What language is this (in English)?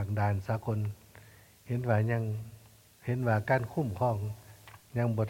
Lao